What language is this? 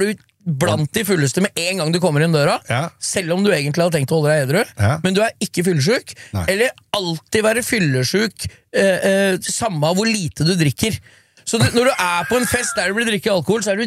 Norwegian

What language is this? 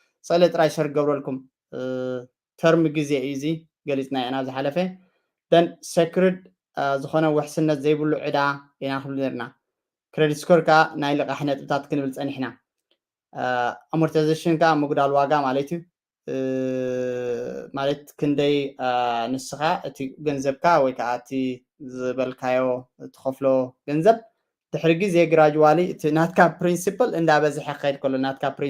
Tigrinya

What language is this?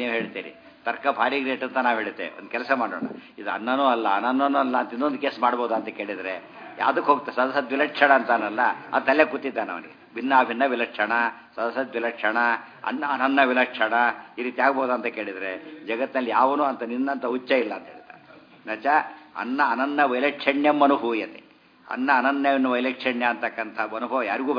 Kannada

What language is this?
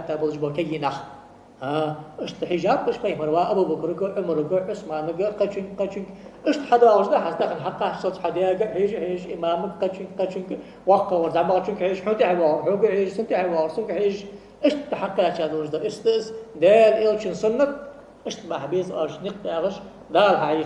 Ingush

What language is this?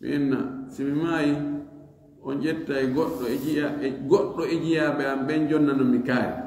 Fula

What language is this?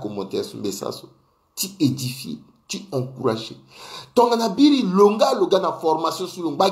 Sango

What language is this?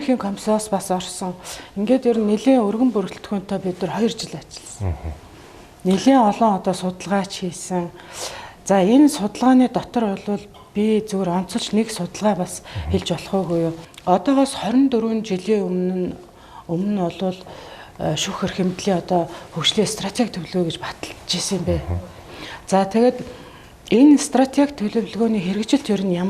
Mongolian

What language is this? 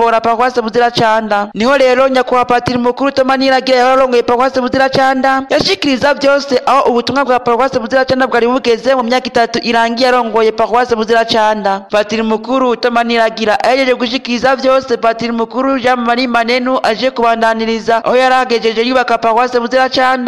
Rundi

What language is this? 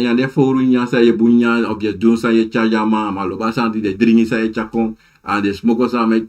Sranan Tongo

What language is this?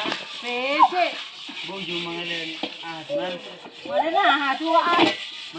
Batak Toba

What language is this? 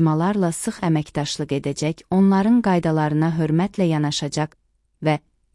Azerbaijani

